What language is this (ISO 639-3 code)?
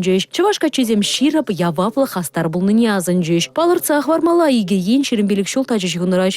chv